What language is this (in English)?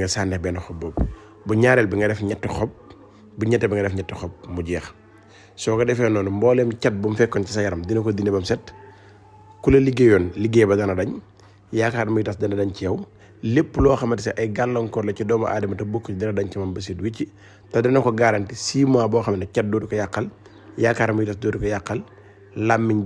Wolof